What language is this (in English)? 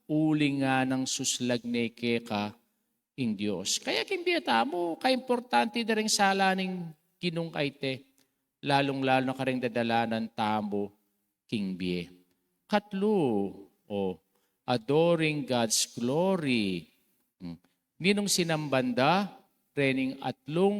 Pampanga